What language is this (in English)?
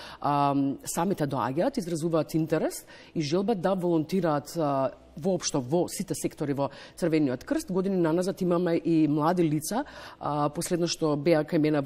Macedonian